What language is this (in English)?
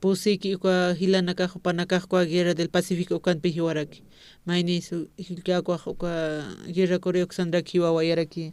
Aymara